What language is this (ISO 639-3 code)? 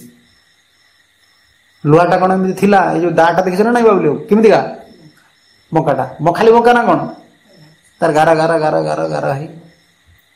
ori